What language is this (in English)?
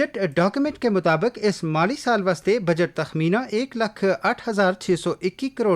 Gujari